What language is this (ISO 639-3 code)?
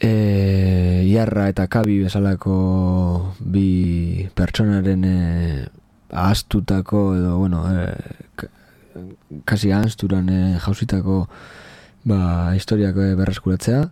eus